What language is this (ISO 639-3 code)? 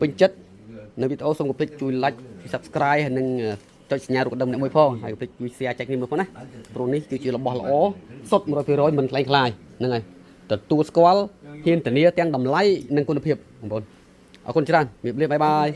khm